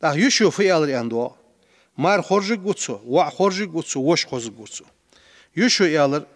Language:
Ingush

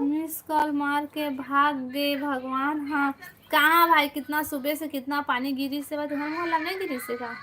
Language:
Chhattisgarhi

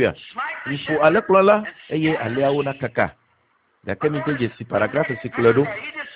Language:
Ewe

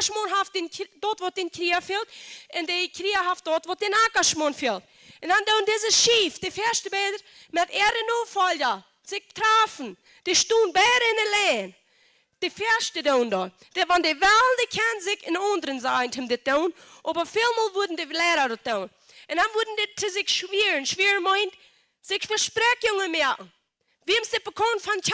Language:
Plautdietsch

